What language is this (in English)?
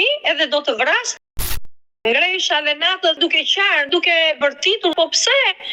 Albanian